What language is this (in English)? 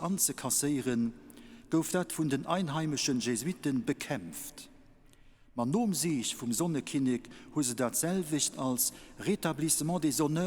Luxembourgish